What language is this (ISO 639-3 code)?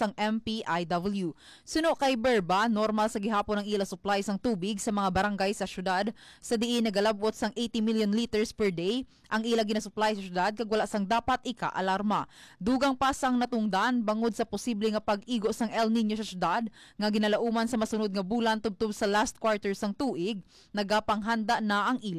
hil